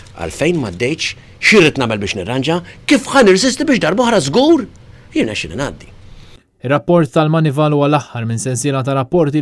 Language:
Maltese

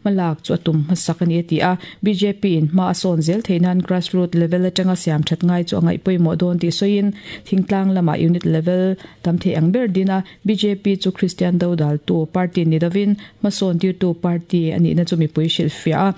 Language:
Mizo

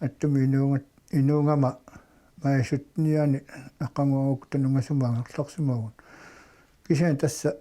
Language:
Kalaallisut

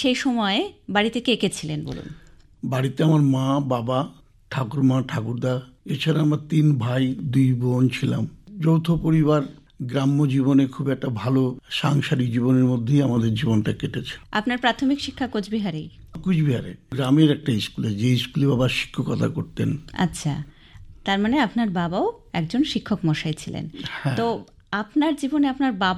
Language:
Bangla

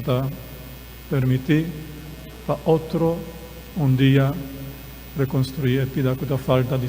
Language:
Papiamento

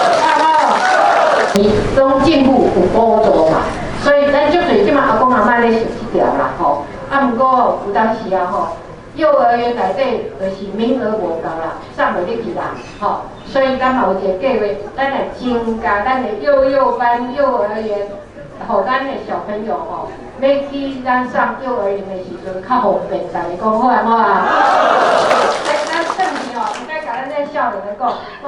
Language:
Min Nan Chinese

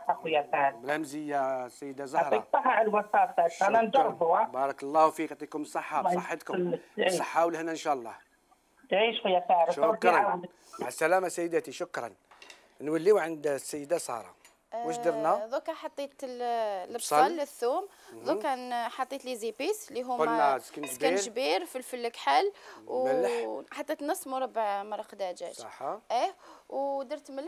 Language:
Algerian Arabic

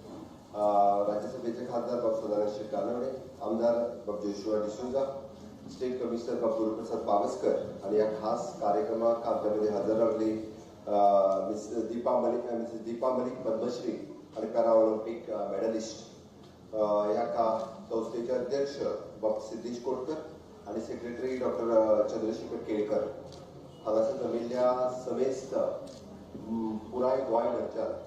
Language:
Konkani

